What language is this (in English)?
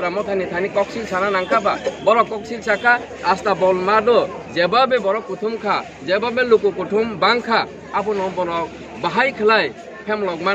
Kok Borok